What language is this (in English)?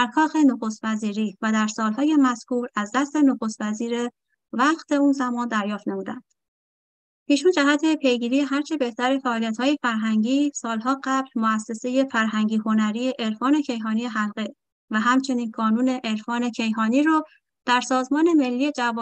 Persian